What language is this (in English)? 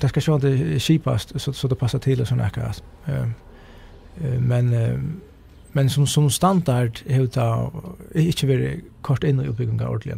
Faroese